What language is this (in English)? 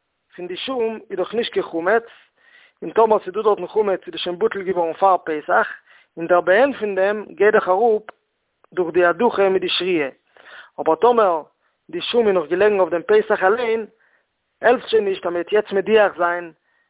Yiddish